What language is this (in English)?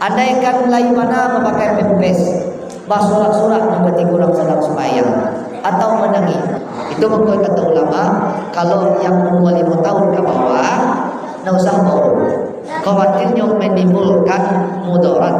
Minangkabau